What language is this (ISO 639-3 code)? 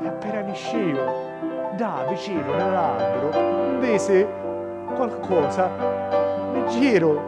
scn